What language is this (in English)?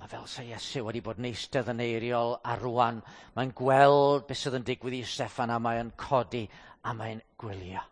Welsh